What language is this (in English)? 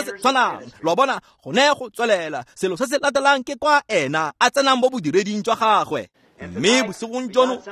Tswana